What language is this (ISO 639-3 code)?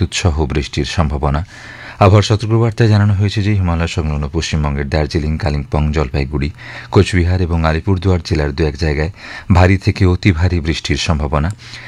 ben